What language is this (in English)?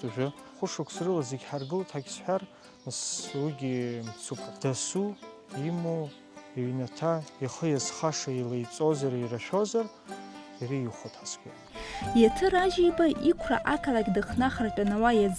Abkhazian